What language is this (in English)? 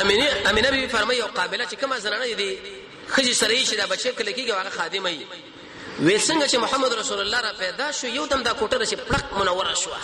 Pashto